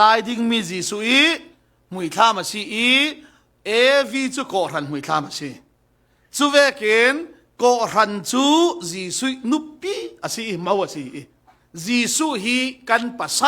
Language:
Falam Chin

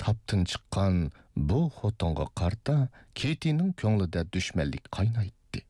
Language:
Uyghur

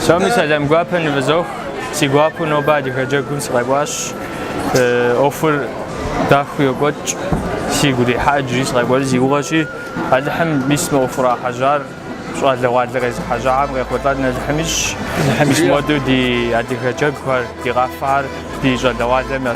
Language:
Kabardian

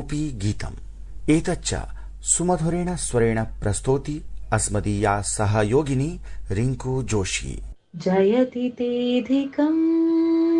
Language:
Sanskrit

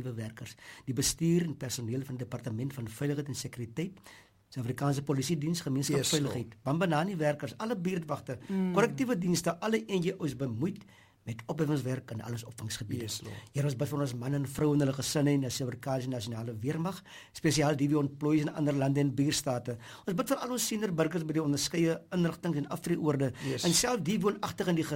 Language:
Afrikaans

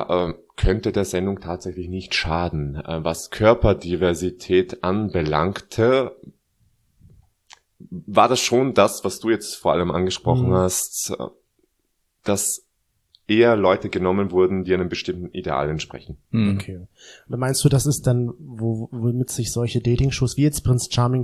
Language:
German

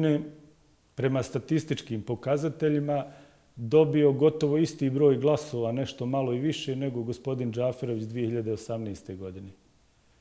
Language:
Bosnian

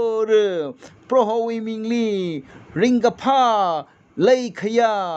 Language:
Tangkhul Naga (India)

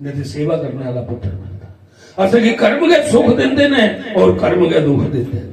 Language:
Dogri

